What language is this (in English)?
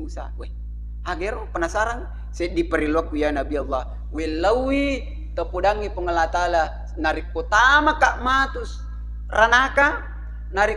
Buginese